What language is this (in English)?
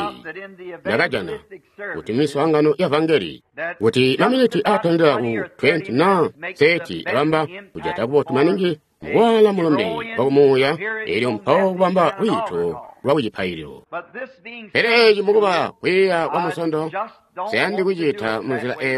Tonga (Zambia)